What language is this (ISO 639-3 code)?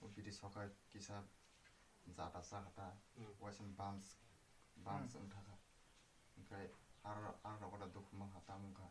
trp